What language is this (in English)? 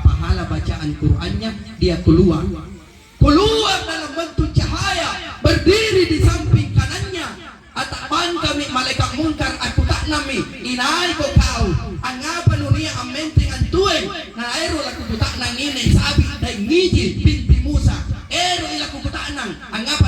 Makasar